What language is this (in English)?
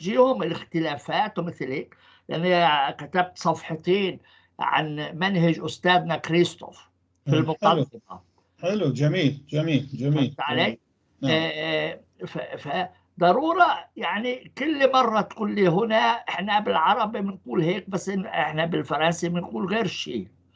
North Levantine Arabic